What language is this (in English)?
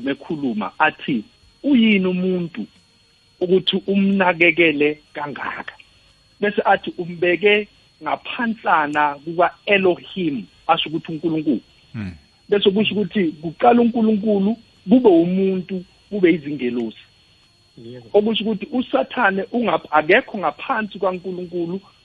South Ndebele